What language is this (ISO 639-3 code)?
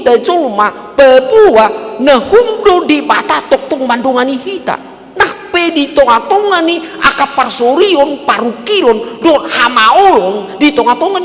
bbc